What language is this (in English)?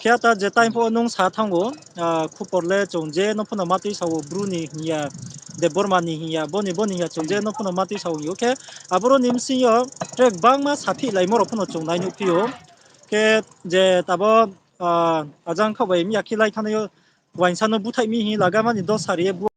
Riang (India)